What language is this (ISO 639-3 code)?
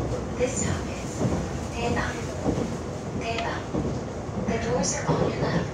kor